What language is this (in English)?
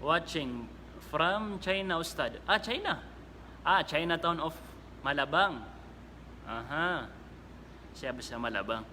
Maranao